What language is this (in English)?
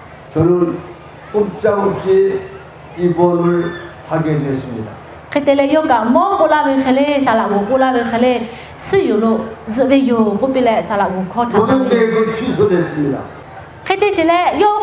Lahu